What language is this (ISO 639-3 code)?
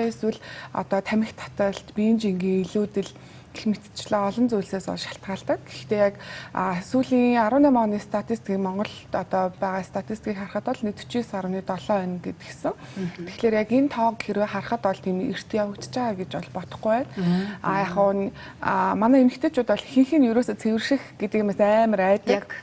mon